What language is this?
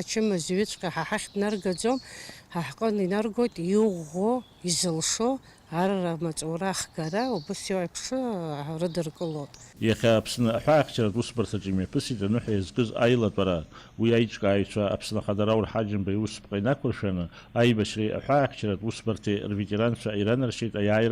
Abkhazian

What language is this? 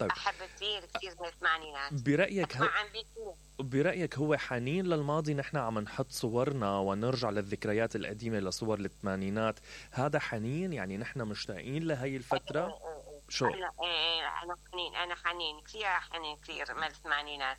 Mesopotamian Arabic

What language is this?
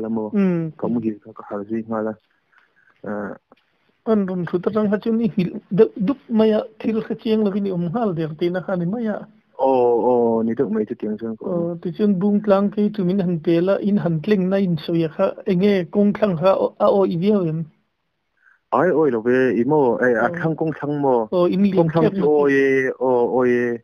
Mizo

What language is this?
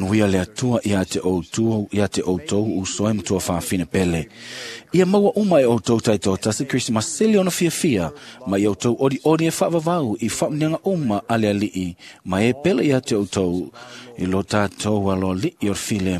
Samoan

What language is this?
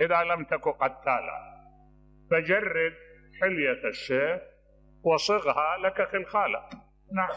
Mesopotamian Arabic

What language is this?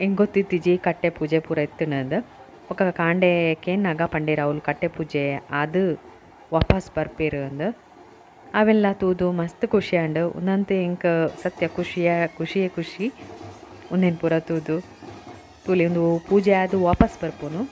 Tulu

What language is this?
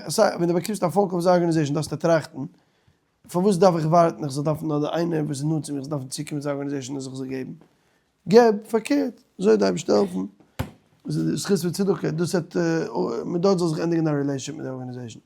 Yiddish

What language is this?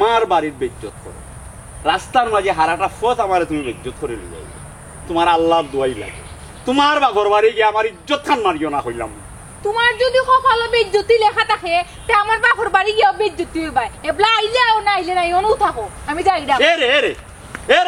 Sylheti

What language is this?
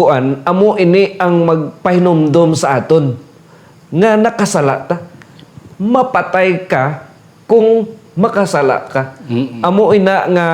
Hiligaynon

